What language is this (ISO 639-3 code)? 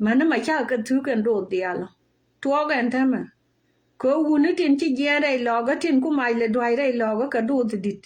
nus